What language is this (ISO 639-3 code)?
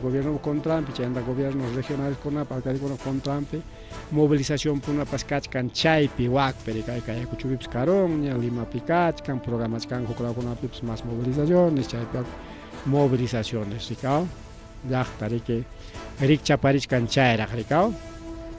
quy